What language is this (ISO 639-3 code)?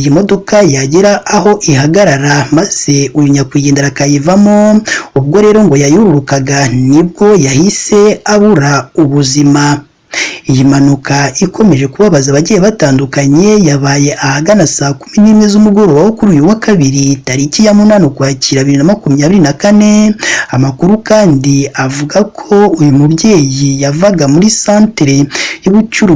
kin